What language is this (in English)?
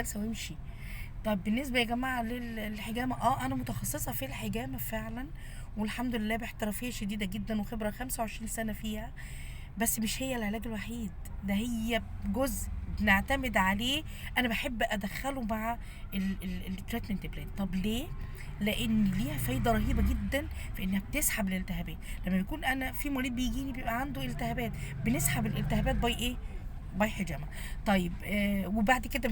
Egyptian Arabic